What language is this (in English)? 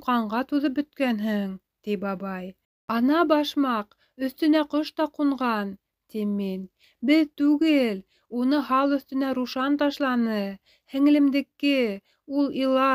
Bashkir